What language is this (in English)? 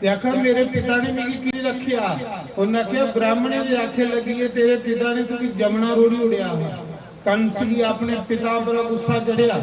Dogri